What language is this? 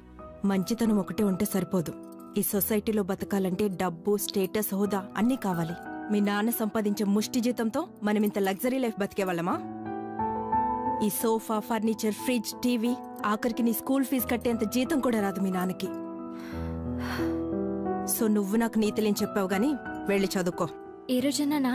Telugu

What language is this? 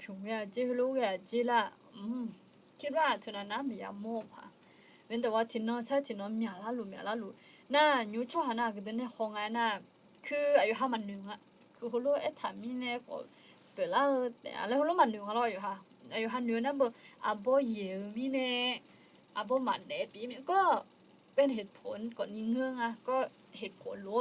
Akha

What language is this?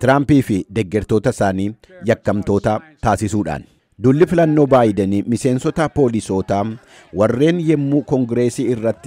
Oromo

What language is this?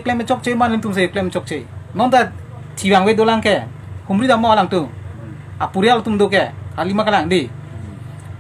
Karbi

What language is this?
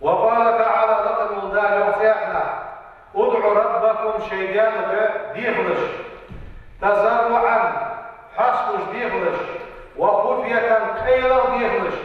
Ingush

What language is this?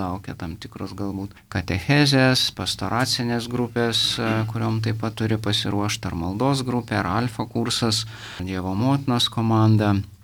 Lithuanian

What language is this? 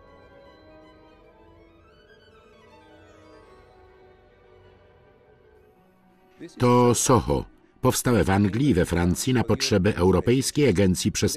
Polish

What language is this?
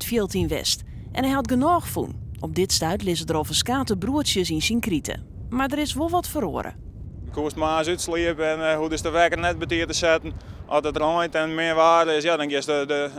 Western Frisian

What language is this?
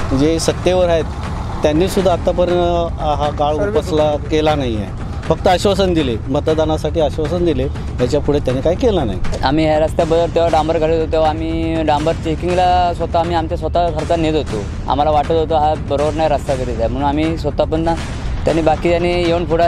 Marathi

